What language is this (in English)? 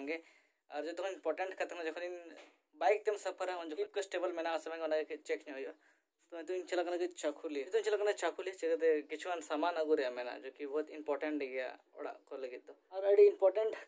Santali